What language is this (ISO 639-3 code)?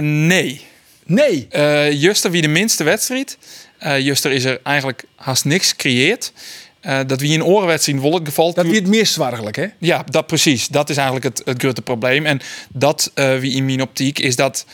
fry